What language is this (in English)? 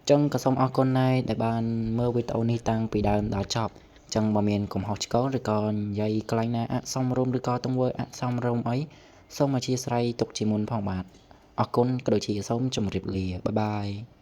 Khmer